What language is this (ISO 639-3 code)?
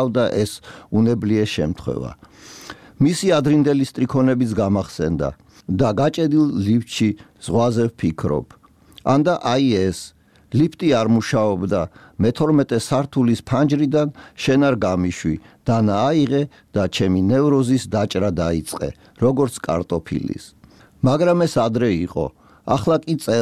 kat